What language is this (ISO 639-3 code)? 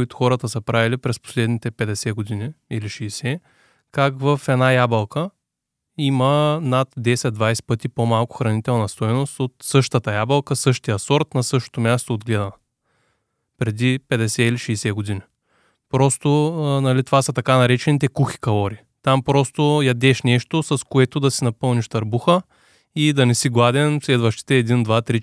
bul